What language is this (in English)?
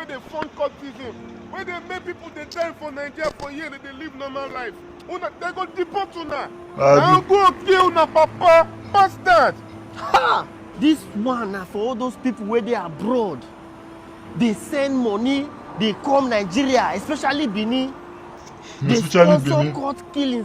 Nigerian Pidgin